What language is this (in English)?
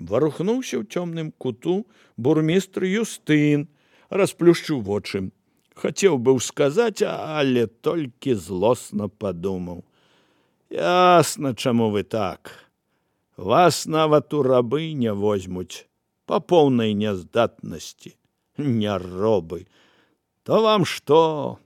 Belarusian